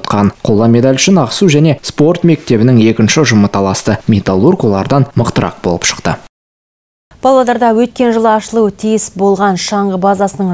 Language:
Kazakh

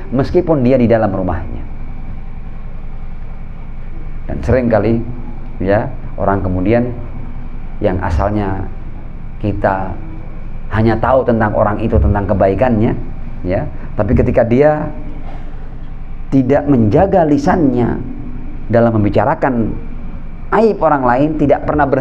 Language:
Indonesian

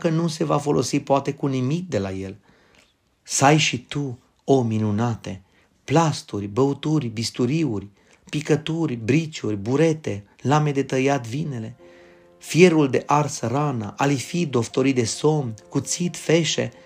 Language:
Romanian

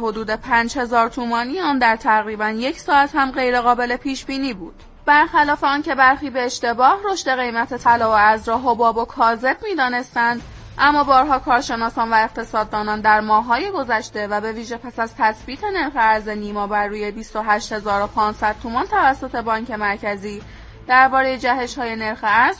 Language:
Persian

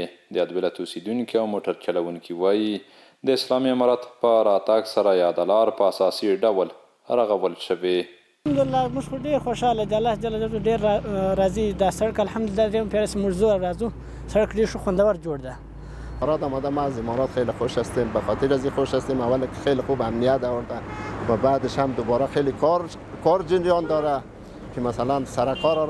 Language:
Pashto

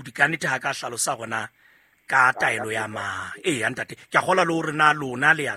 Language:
Southern Sotho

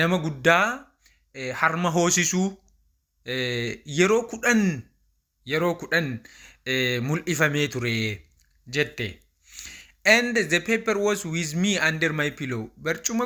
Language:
Oromo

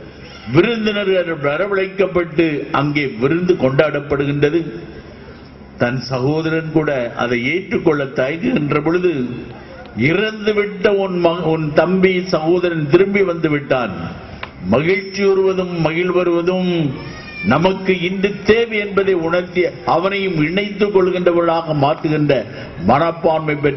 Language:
Tamil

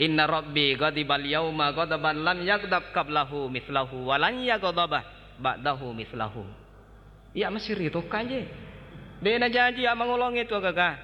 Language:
Buginese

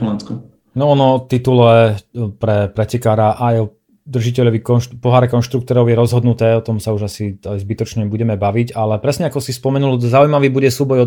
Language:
Slovak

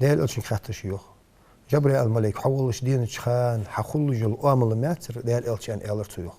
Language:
Ingush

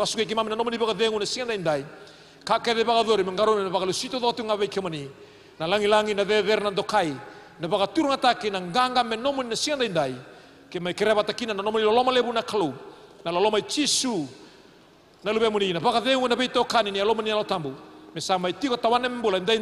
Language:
Fijian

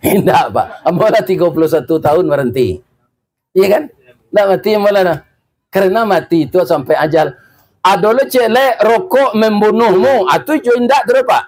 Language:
Minangkabau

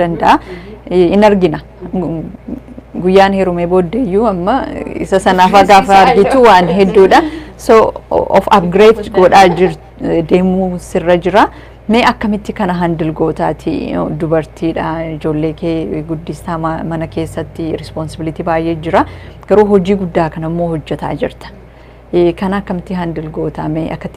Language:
Oromo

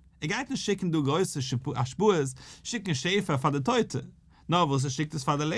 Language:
Yiddish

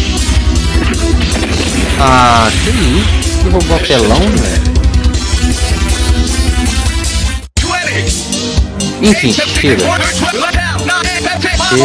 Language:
Portuguese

